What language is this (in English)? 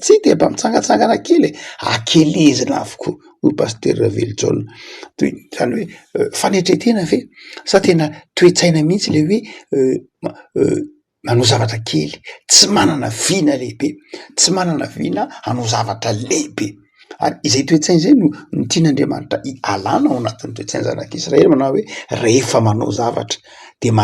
Malagasy